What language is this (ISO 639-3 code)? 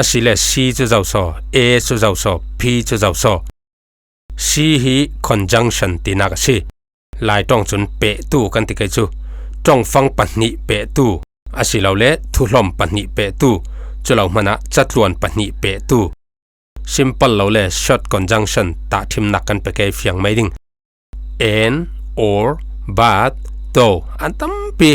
cfm